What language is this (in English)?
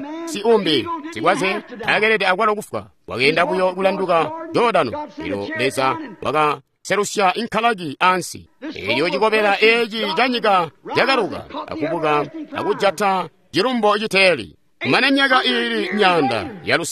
Tonga (Zambia)